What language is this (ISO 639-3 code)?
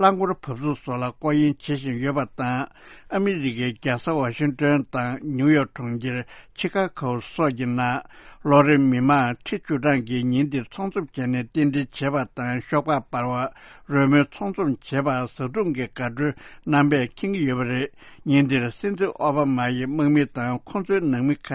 bod